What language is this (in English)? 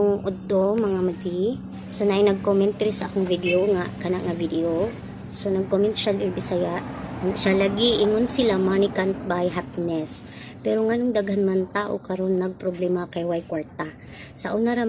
Cebuano